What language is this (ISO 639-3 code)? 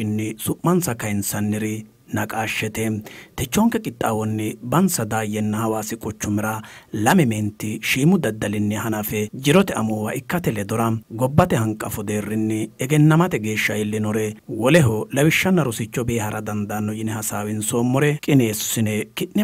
sid